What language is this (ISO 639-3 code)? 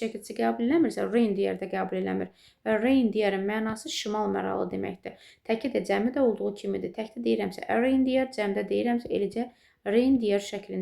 aze